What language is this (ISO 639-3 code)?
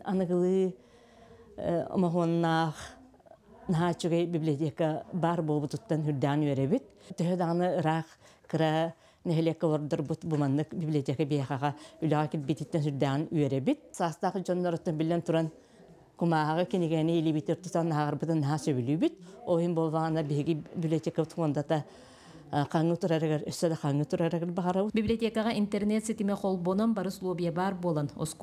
sah